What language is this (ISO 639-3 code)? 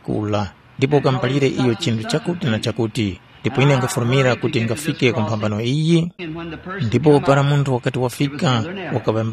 tum